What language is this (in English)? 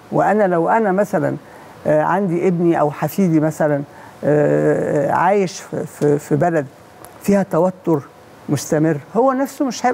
Egyptian Arabic